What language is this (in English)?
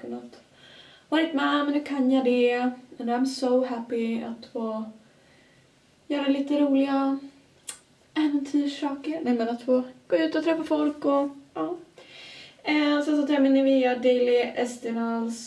Swedish